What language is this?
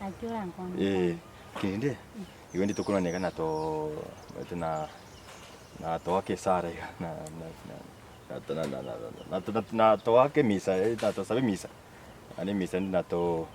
Gusii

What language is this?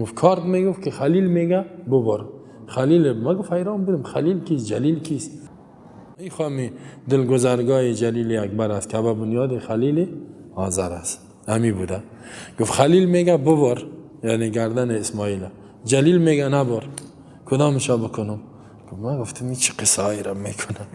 Persian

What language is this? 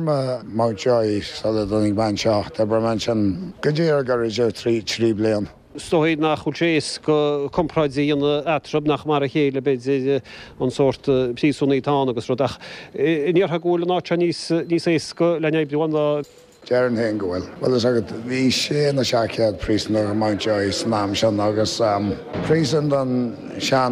Irish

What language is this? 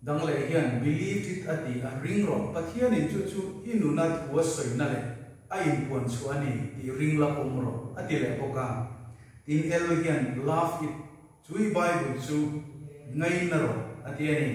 Mizo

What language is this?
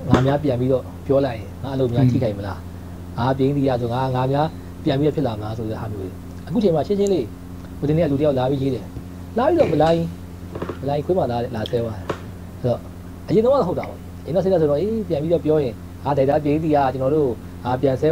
Burmese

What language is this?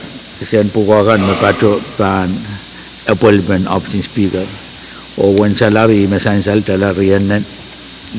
Pohnpeian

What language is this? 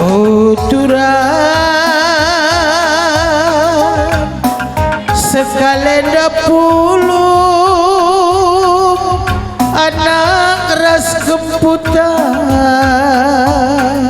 Batak Karo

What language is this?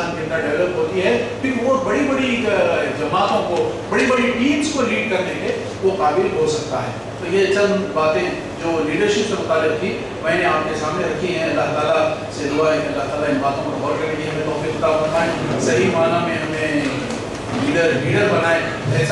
Urdu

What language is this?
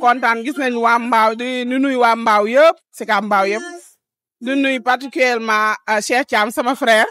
Wolof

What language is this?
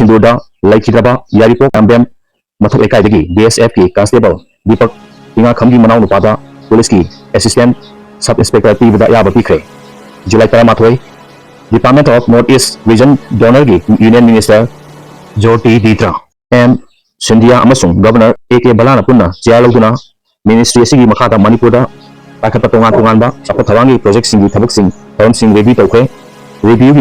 Manipuri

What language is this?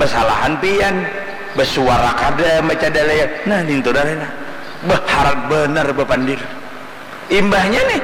Banjar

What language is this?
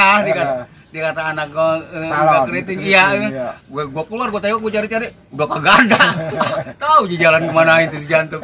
Betawi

